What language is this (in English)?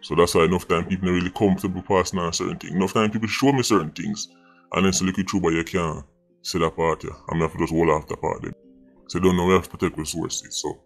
Jamaican Creole English